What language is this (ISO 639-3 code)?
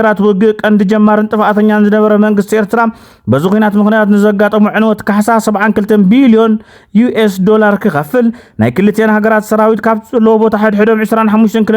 tir